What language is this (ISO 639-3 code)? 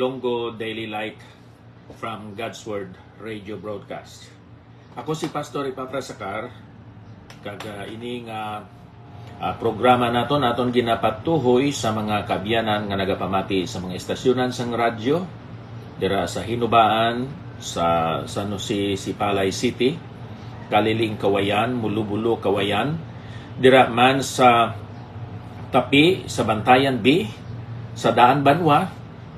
hil